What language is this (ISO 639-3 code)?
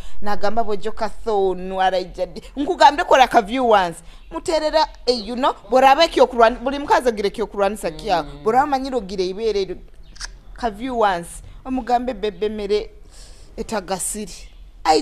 nyo